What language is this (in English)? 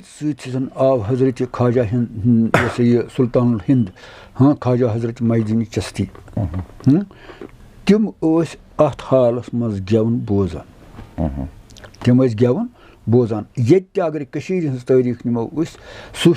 Kashmiri